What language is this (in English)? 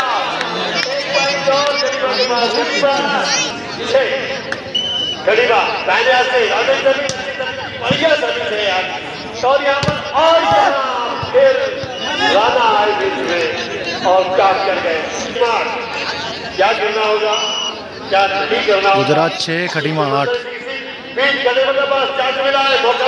Hindi